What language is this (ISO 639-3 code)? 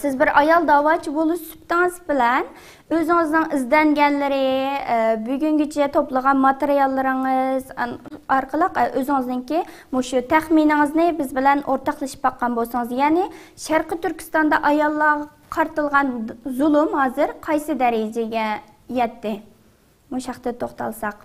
uig